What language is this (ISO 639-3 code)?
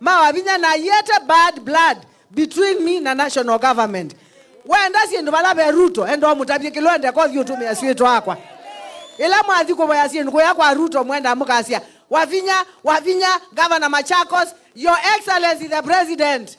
kam